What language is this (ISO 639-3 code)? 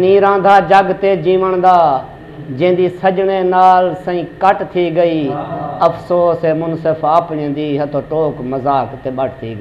skr